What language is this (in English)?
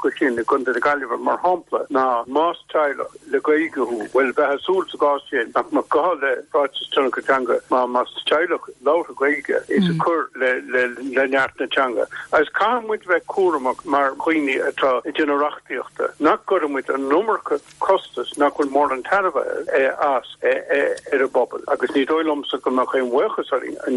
Irish